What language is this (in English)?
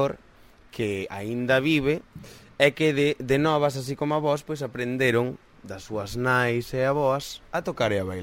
Galician